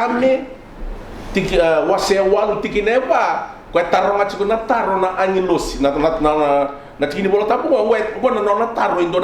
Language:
Fijian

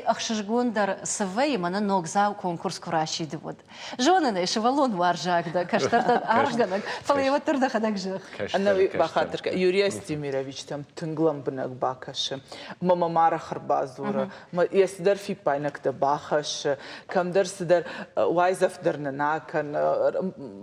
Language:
Ossetic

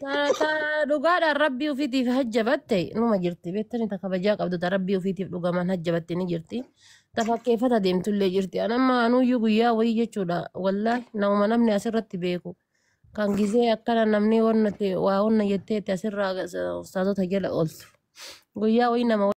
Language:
Oromo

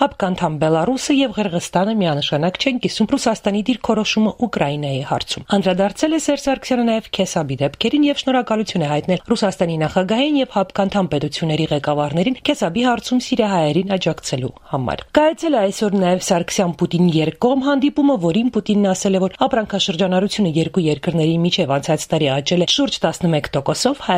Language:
Armenian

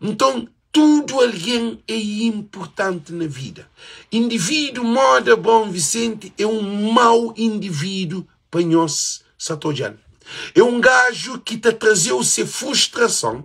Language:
Kabuverdianu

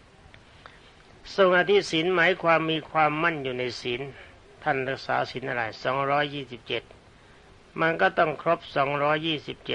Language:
Thai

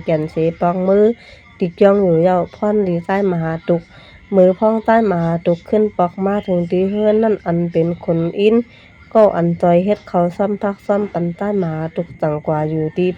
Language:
Shan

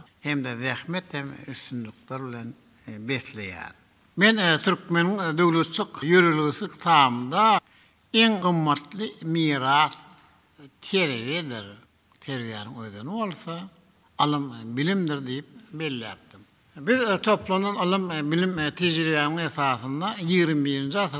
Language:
Turkmen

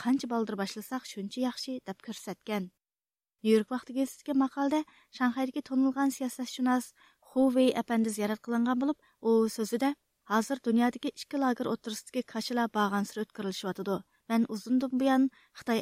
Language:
Uyghur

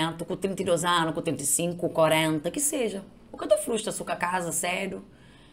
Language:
Kabuverdianu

